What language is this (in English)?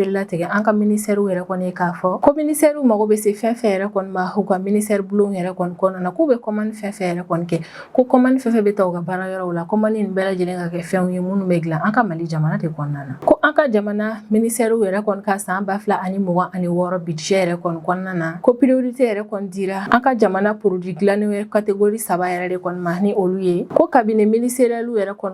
Bambara